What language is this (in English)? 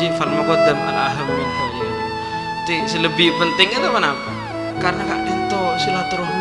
Madurese